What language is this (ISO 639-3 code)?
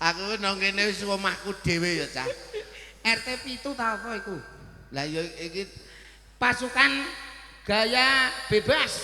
jav